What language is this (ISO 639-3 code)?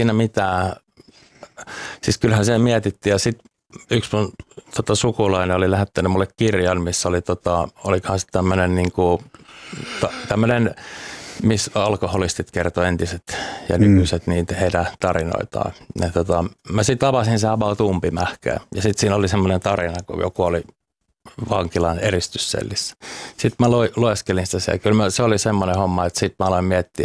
fin